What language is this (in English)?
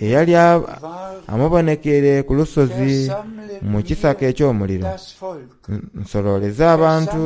Soga